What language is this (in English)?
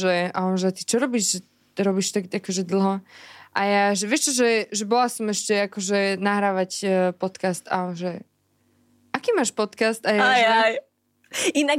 Slovak